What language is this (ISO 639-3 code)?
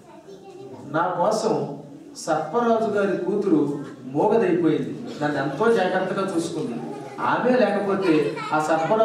tel